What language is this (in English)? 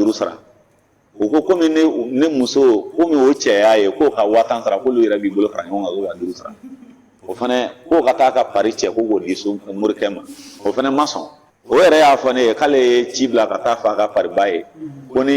Bambara